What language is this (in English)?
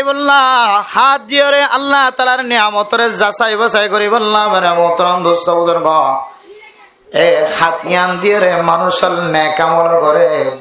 Rohingya